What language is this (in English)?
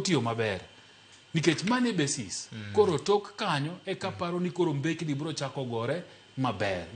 Luo (Kenya and Tanzania)